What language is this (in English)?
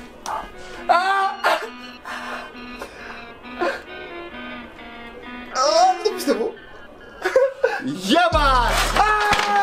Greek